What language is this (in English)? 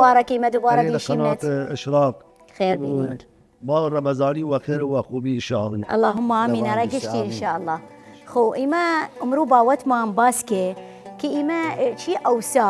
Southern Kurdish